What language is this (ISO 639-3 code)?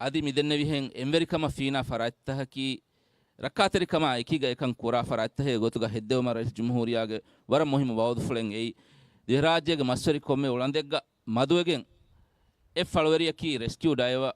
div